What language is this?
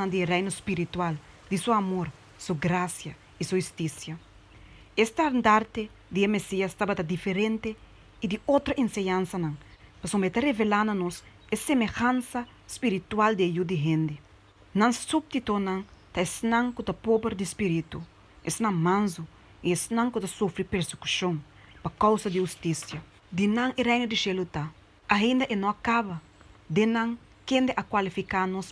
Papiamento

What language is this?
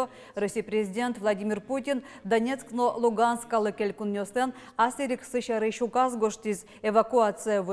Udmurt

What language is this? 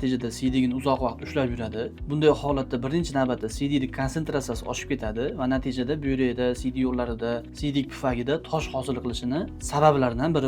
Uzbek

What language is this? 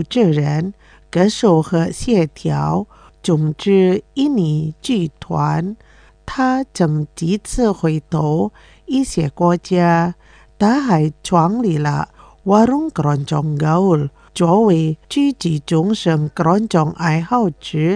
Chinese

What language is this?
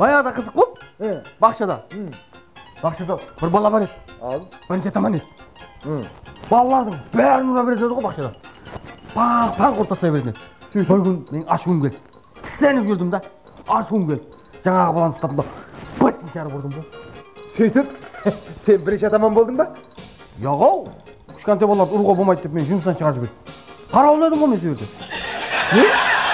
Kara-Kalpak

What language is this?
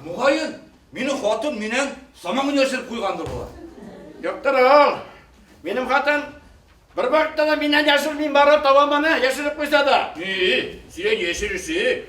Bashkir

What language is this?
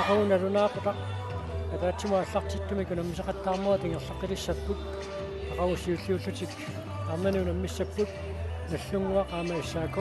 Kalaallisut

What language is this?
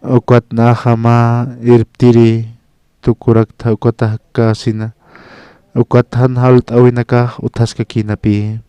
Aymara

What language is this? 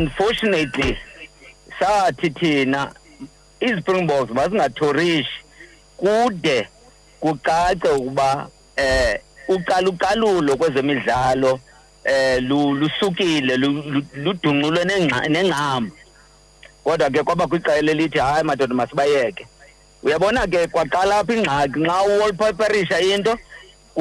Xhosa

